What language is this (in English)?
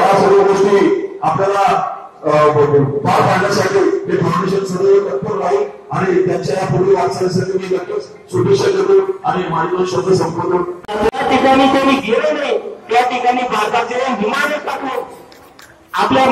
Marathi